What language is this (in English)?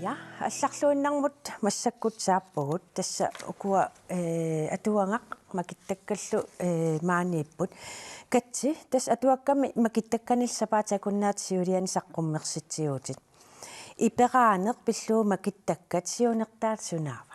Kalaallisut